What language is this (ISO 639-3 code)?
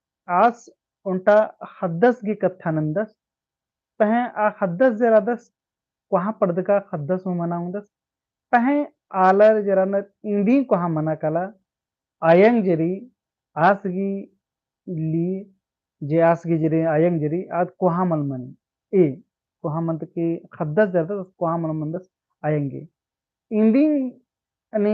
kru